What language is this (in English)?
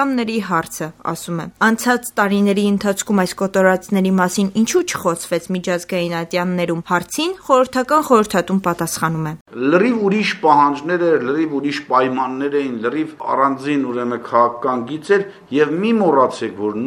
Armenian